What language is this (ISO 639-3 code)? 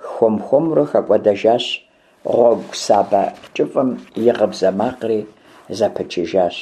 kbd